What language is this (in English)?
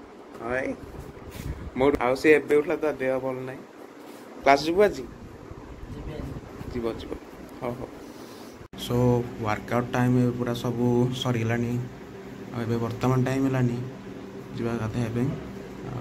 Odia